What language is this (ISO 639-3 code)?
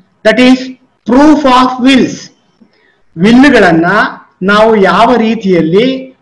kan